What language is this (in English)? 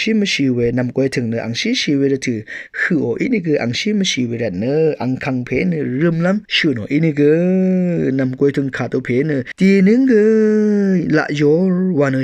Rawang